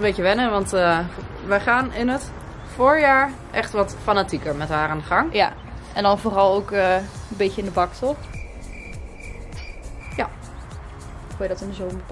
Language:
Dutch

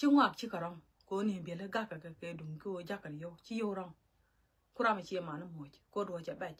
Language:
Nuer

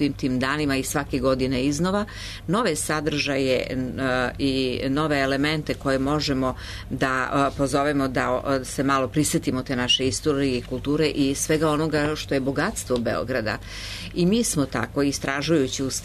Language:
Serbian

